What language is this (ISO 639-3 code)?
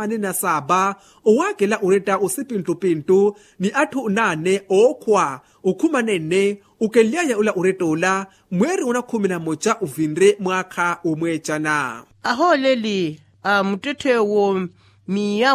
vmw